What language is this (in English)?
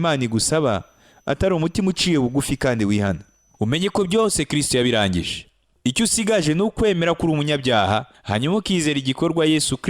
Kinyarwanda